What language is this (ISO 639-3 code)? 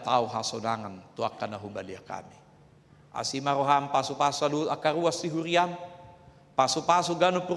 bbc